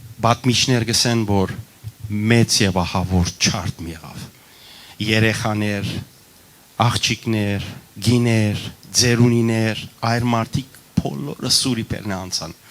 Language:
Western Armenian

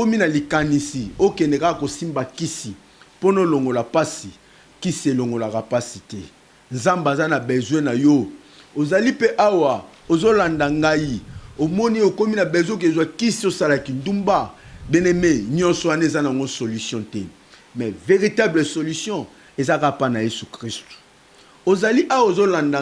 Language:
Lingala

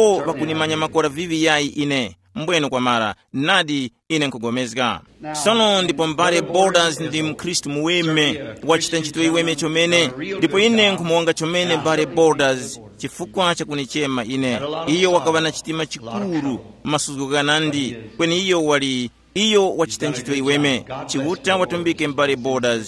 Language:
Tumbuka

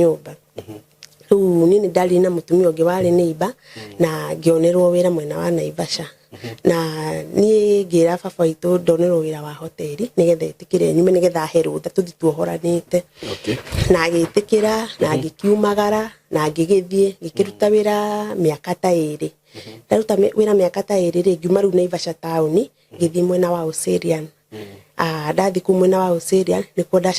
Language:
Kikuyu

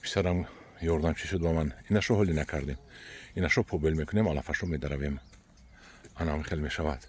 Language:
Tajik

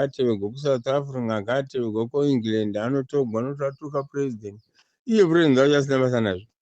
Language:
Shona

